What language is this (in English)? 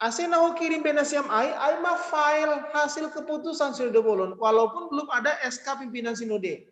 Batak Simalungun